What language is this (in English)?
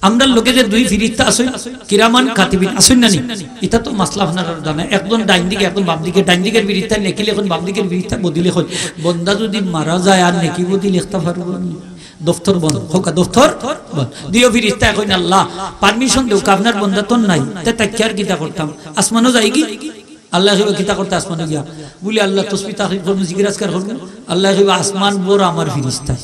Sylheti